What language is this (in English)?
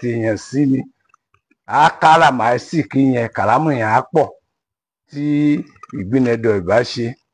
Yoruba